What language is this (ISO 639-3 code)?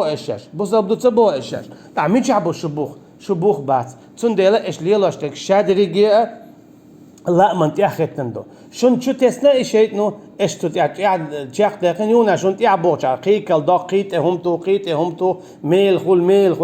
che